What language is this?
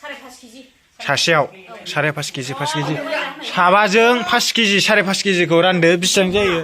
Bodo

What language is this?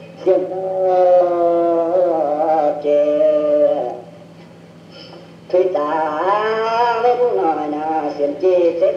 Vietnamese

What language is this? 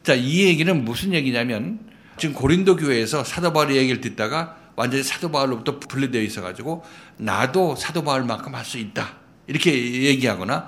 Korean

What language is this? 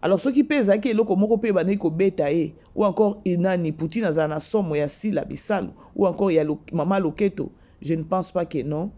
Lingala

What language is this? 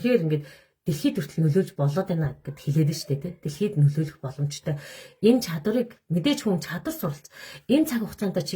Mongolian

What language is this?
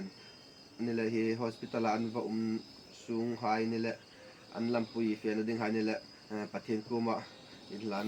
Hmar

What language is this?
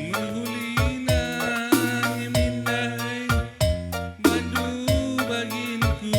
Batak Karo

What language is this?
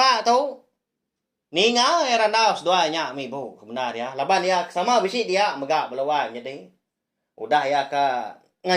Iban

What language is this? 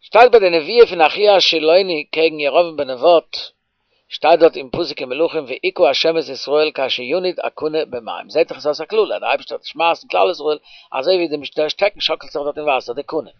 Yiddish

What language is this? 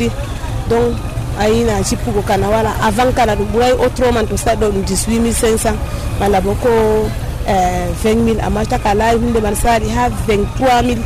Nigerian Fulfulde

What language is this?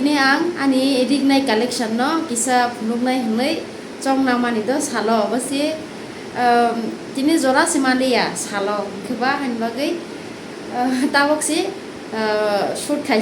Kok Borok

